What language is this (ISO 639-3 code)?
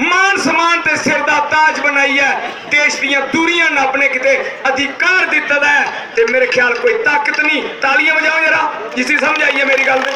doi